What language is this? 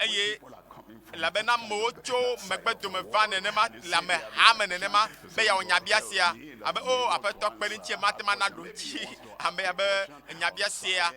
Ewe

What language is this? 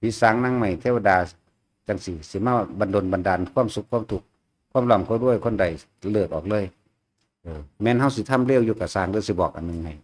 Northeastern Thai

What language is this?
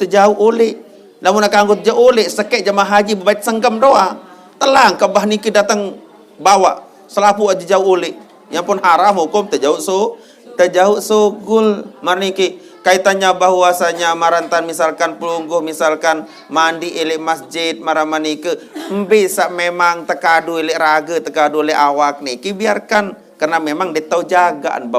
Sasak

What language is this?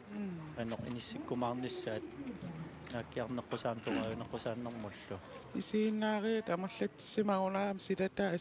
Kalaallisut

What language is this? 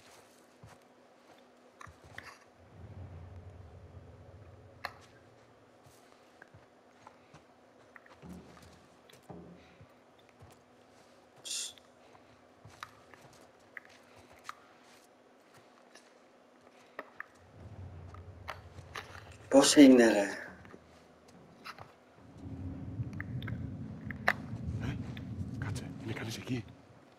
Greek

